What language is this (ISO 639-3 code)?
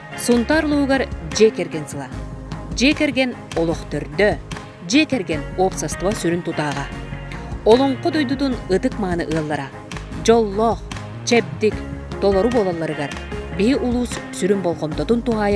sah